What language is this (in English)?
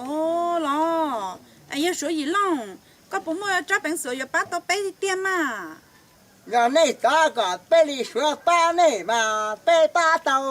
Hmong